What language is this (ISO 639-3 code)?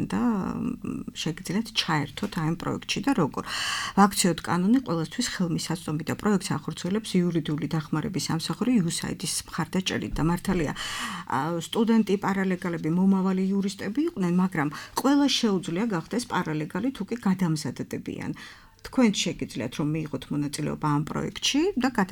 kat